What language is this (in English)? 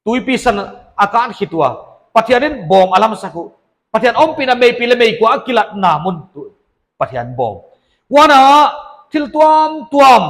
Paite Chin